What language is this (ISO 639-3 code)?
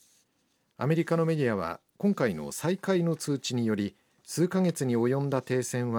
jpn